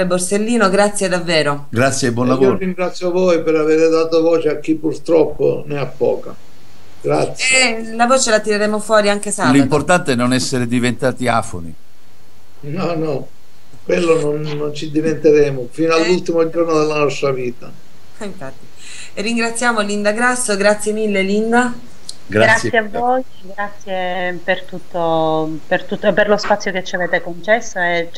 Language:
Italian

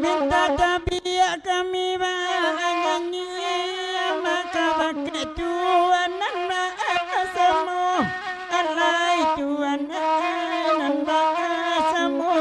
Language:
Minangkabau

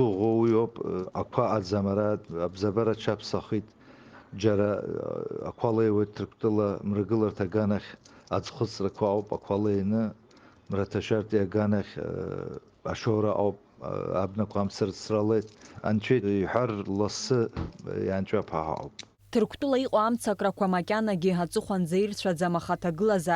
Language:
Abkhazian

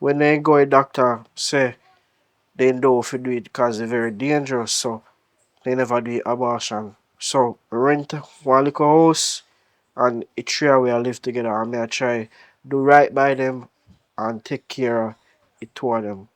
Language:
Jamaican Creole English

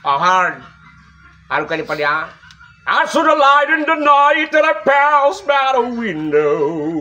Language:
Bikol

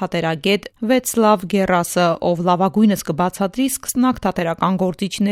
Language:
Armenian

